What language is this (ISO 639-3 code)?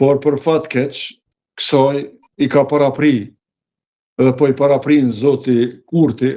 sqi